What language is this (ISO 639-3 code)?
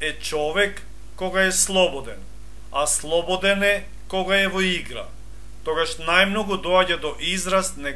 mkd